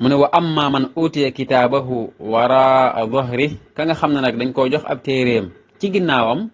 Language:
Wolof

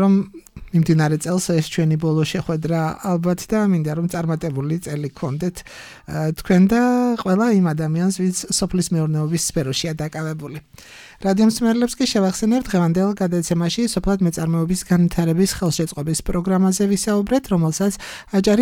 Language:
Georgian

